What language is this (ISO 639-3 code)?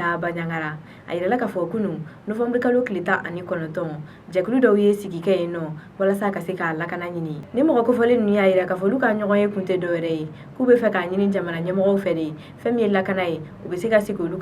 bam